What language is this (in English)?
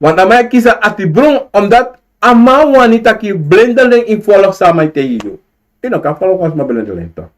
Sranan Tongo